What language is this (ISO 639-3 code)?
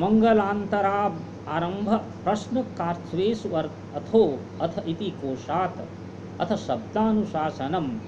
san